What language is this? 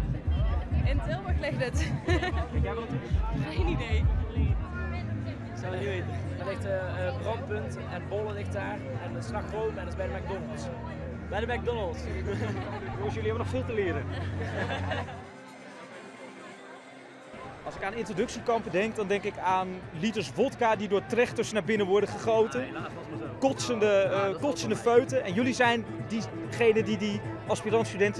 Dutch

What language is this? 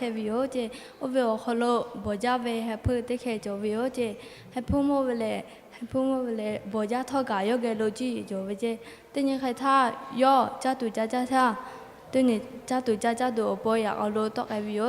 Lahu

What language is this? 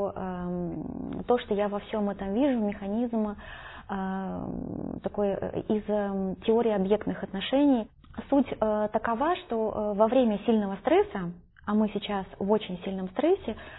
Russian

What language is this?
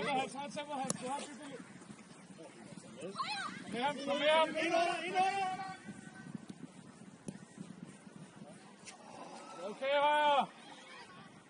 Danish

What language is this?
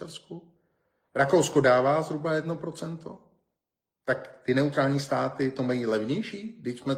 Czech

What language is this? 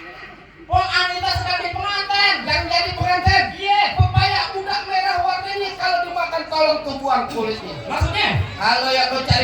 Betawi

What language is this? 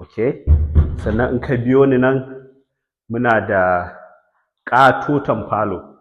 Hausa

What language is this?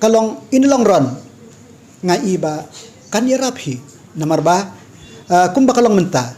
Khasi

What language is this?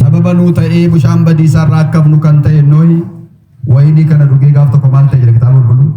Oromo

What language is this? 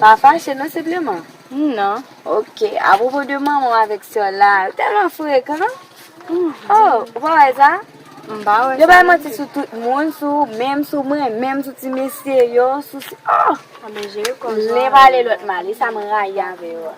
Haitian Creole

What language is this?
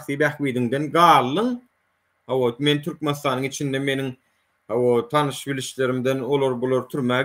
Turkmen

